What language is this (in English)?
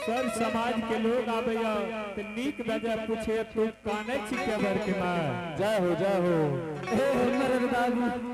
Angika